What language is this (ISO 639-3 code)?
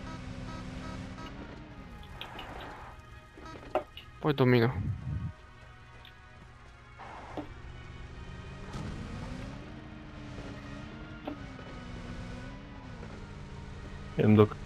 slk